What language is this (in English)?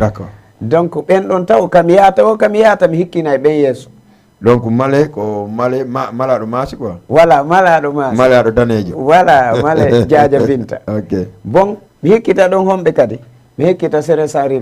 Fula